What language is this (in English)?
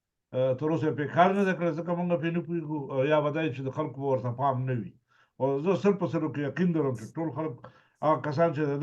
Pashto